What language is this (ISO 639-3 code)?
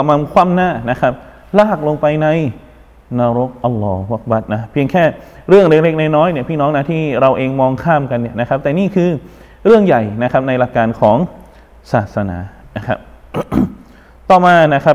tha